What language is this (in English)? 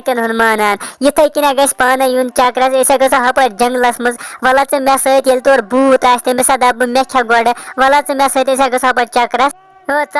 Kashmiri